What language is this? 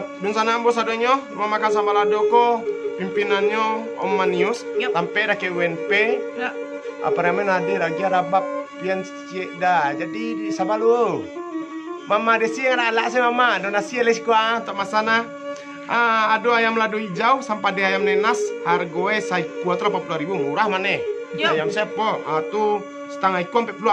Minangkabau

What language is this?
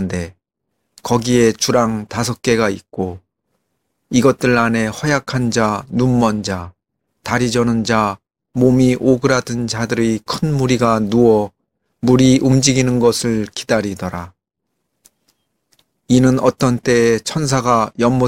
Korean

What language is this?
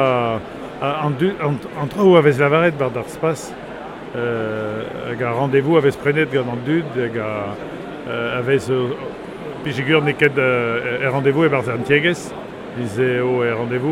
Breton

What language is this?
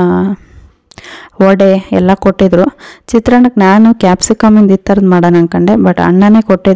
Kannada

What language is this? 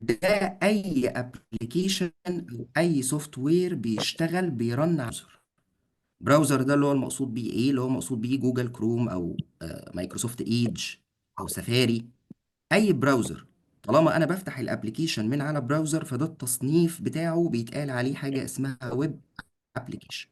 Egyptian Arabic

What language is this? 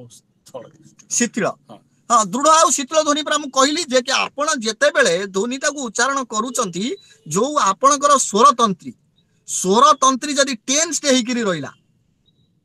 Odia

